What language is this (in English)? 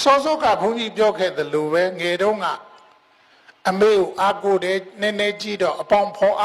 Burmese